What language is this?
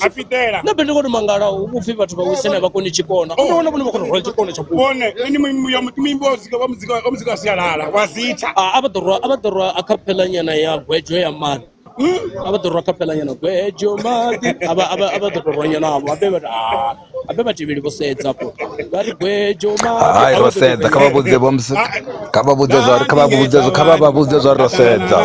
Venda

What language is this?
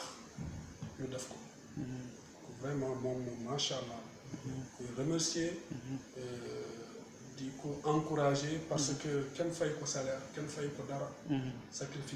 Wolof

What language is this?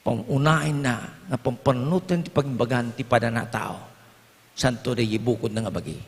Iloko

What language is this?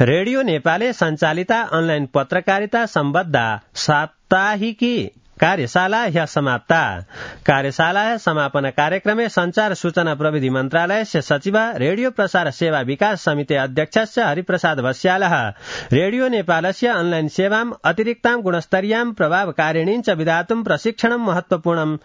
Sanskrit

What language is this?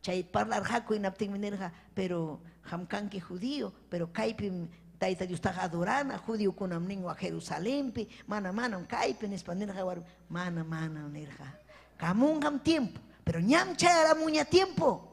Ayacucho Quechua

